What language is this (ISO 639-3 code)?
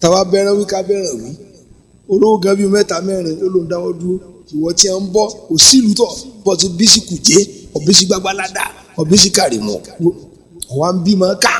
yor